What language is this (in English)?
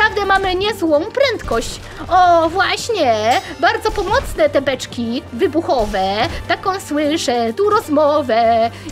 Polish